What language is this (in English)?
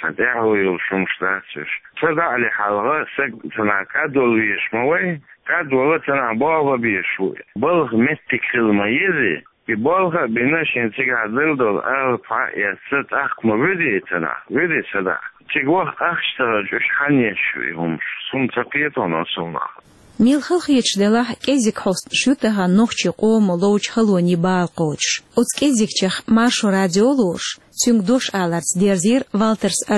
Chechen